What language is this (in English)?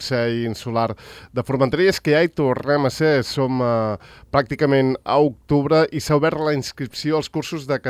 Catalan